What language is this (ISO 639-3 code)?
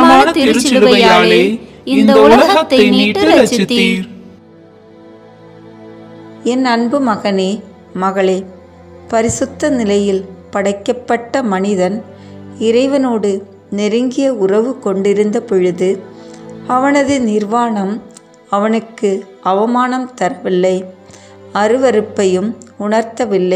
tam